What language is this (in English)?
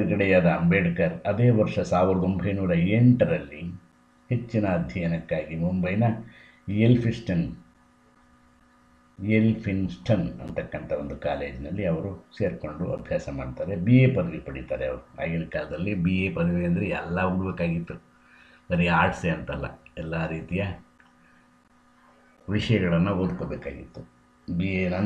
Kannada